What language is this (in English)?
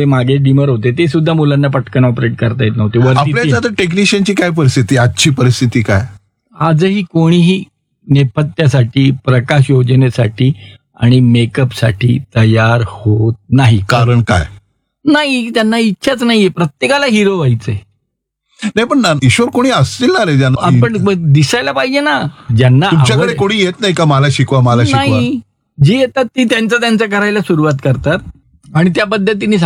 Marathi